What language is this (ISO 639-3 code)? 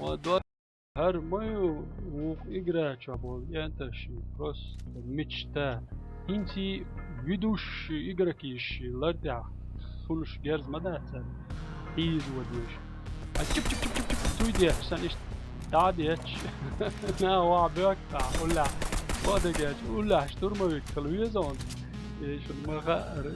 che